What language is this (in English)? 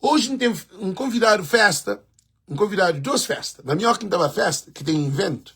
Kabuverdianu